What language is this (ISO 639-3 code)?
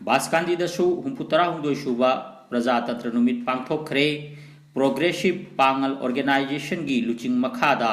mni